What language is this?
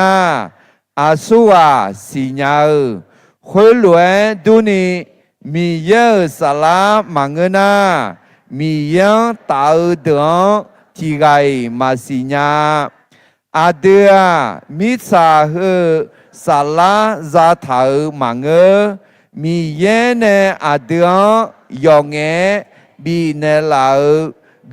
Akha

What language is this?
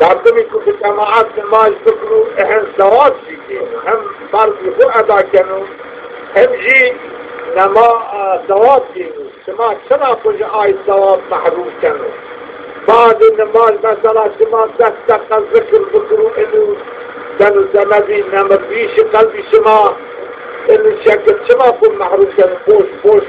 Zaza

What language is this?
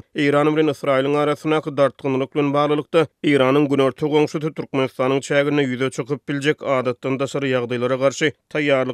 Turkmen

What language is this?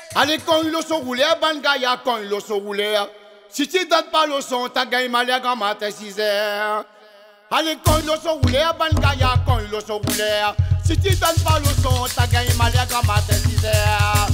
Réunion Creole French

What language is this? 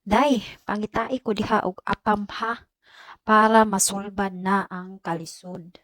Cebuano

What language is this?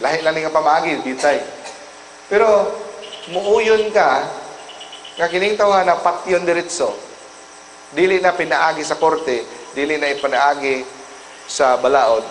Cebuano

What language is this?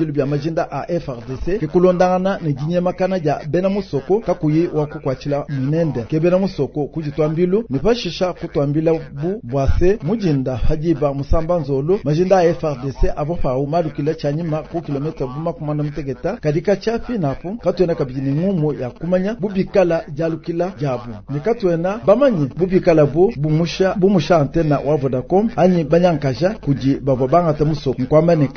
Luba-Lulua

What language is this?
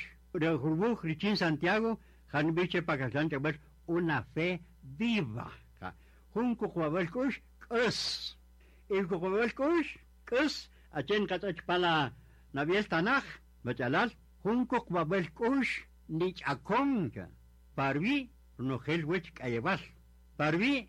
Kaqchikel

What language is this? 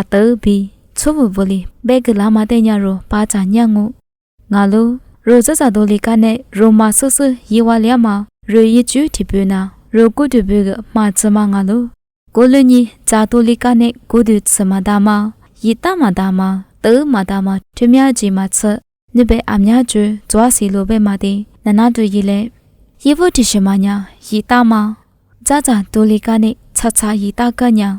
Lisu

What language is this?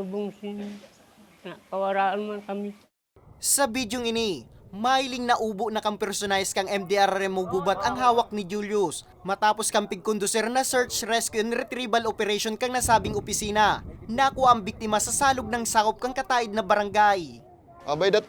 Bikol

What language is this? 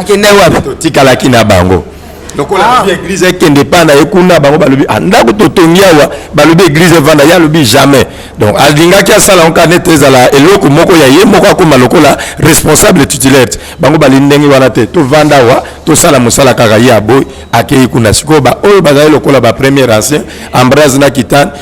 Lingala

